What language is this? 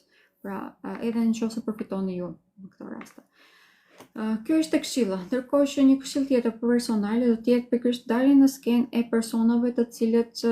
Albanian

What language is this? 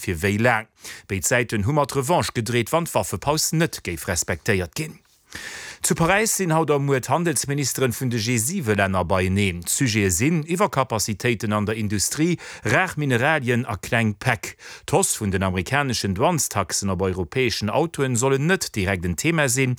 Luxembourgish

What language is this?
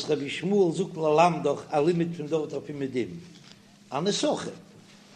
Yiddish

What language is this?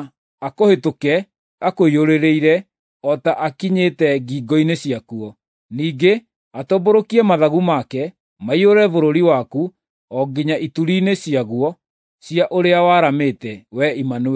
Kikuyu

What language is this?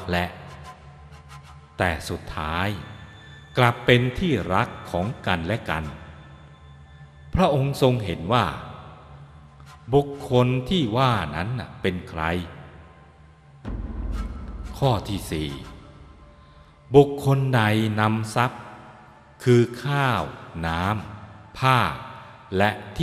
Thai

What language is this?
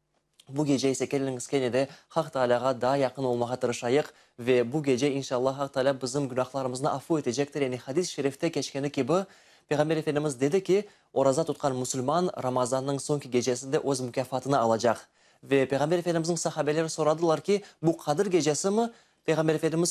Crimean Tatar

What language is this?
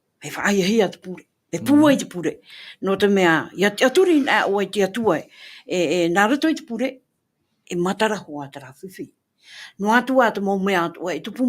Tahitian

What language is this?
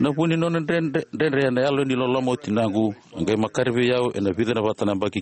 Fijian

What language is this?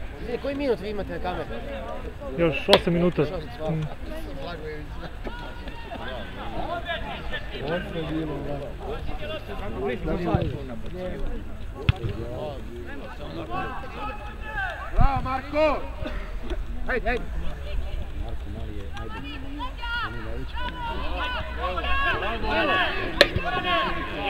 Serbian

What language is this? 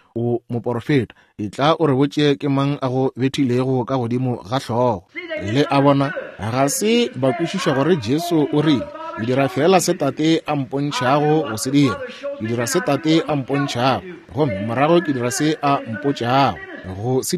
Northern Sotho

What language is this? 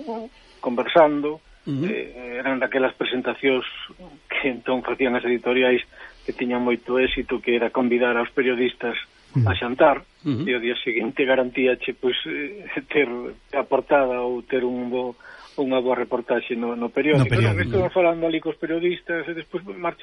Galician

